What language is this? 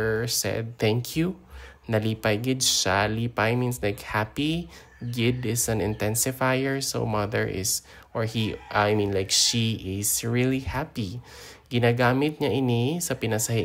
Hiligaynon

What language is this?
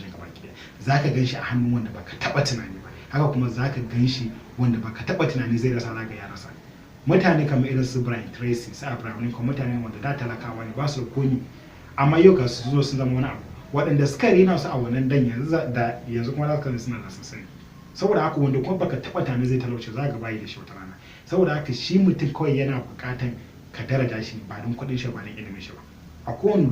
Hausa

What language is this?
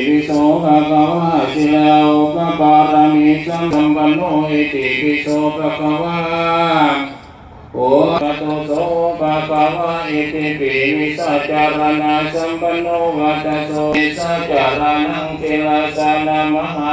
Pali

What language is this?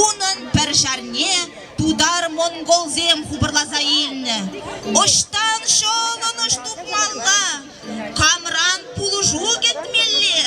Chuvash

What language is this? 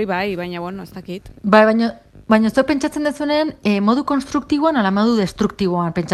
Basque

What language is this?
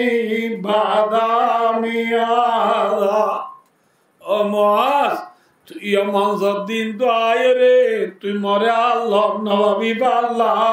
Rohingya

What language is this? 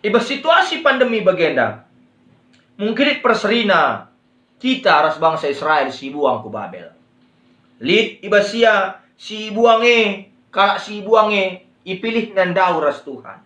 Batak Karo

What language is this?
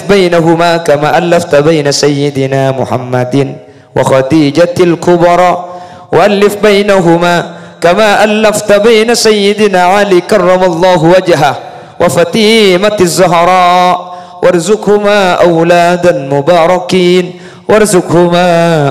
Madurese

